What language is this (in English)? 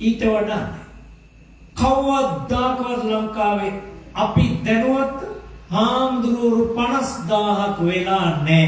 Sinhala